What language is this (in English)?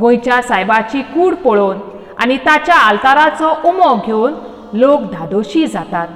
Konkani